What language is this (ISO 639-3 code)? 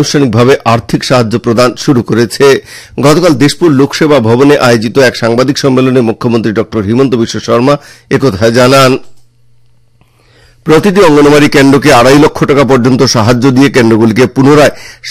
ben